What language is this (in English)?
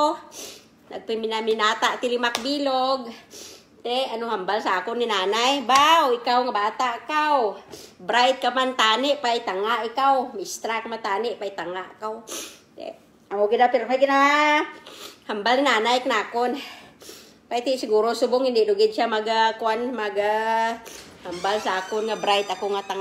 Kinaray-a